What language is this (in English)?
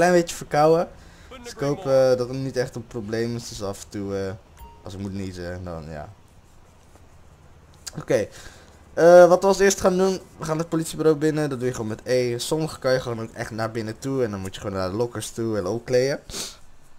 Dutch